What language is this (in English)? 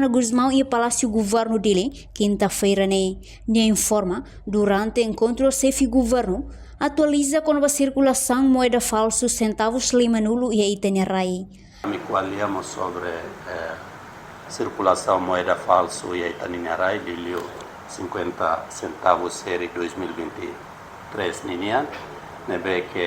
Tetum